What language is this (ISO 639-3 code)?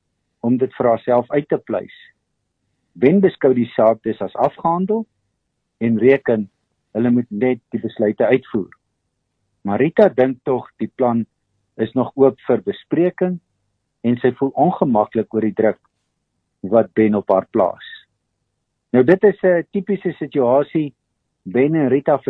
afr